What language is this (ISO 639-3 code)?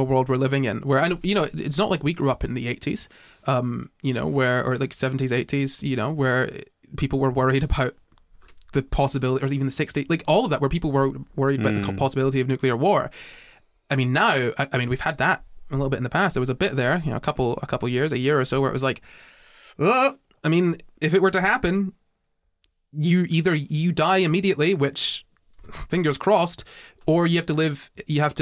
eng